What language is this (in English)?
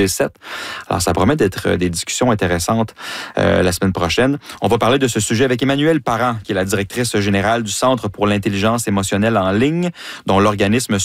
French